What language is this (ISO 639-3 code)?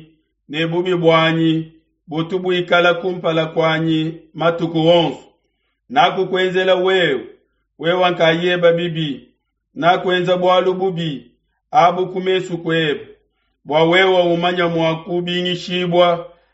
lua